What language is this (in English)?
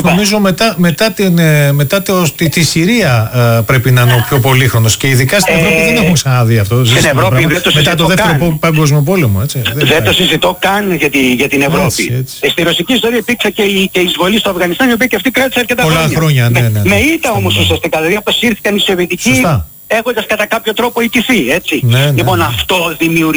Greek